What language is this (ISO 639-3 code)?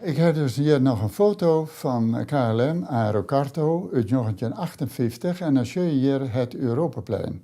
fry